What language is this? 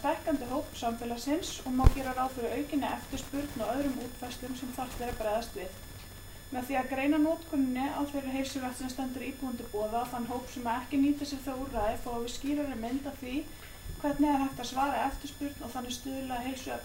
Icelandic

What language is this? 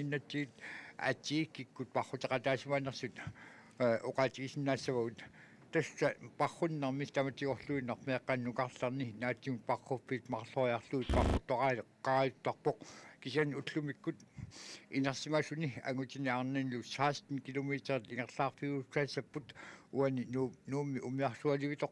Kalaallisut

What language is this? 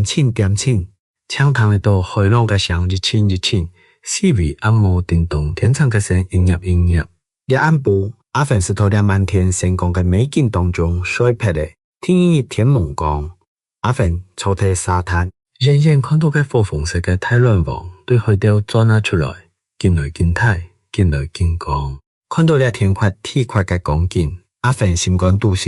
Hakka Chinese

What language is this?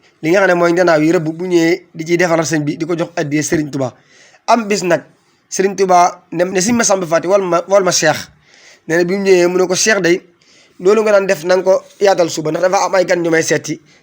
Wolof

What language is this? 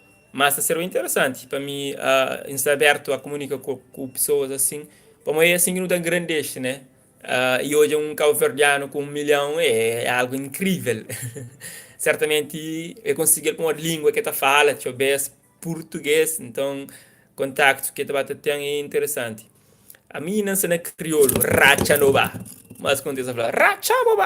Kabuverdianu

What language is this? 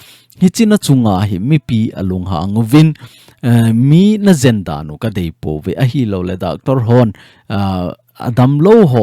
Thado Chin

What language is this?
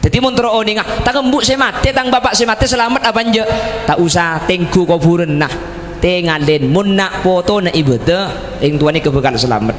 Madurese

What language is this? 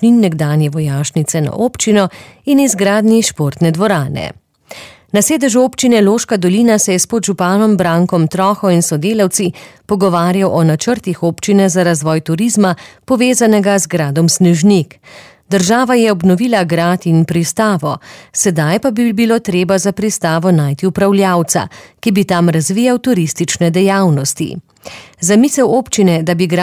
Slovenian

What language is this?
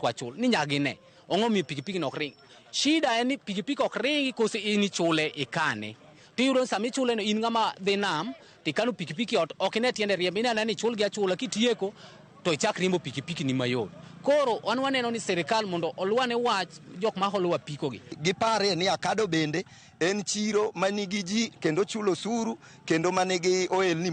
Luo (Kenya and Tanzania)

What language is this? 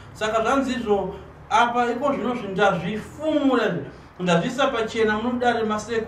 Shona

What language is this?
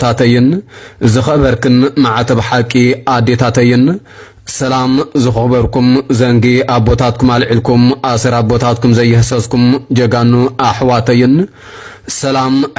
Tigrinya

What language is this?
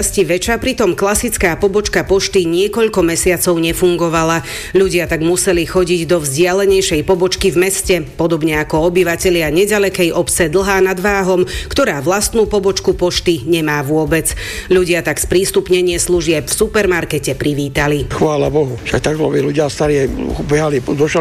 Slovak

